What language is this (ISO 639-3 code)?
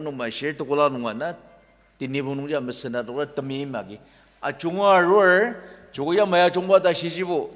njo